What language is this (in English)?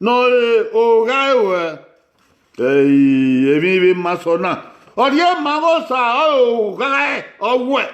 Bini